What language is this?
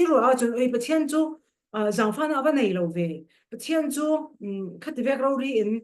Falam Chin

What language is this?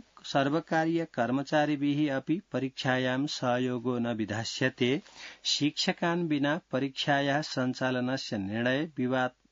Sanskrit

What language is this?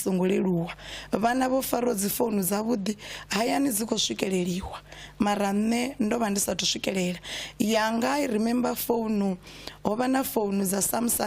Venda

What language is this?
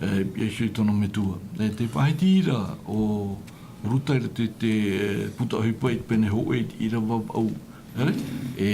Tahitian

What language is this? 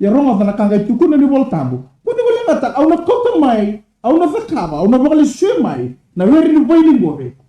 Fijian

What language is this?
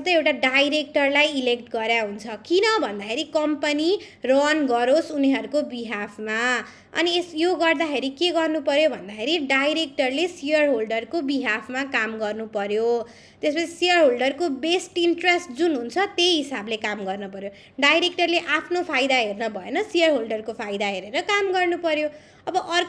Nepali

